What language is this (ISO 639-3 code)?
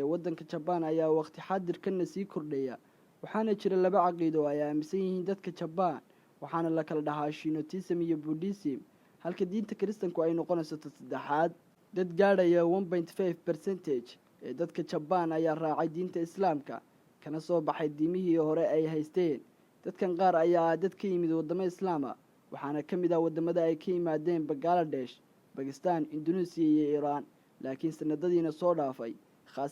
som